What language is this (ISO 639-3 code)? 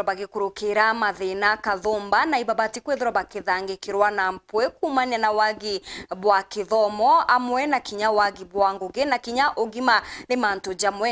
mer